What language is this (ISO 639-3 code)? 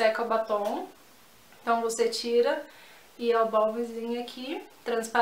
por